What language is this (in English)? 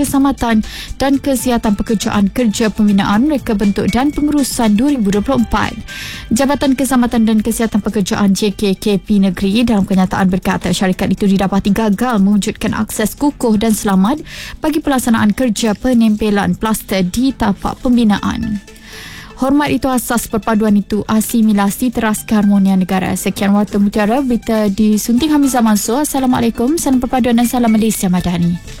Malay